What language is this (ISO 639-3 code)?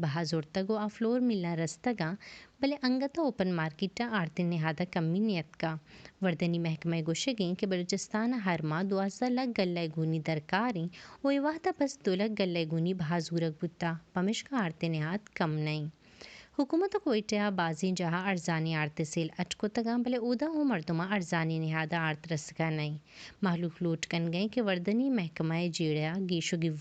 bal